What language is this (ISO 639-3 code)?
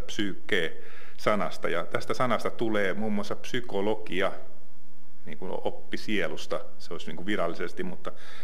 fin